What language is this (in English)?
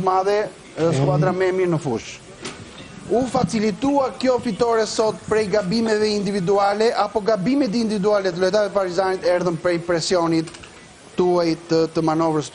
Albanian